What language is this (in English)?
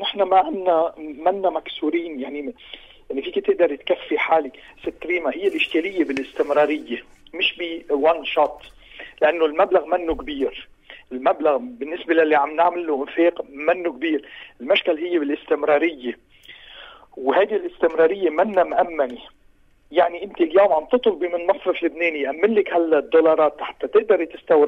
North Levantine Arabic